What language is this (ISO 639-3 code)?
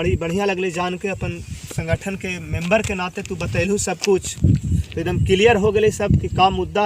mag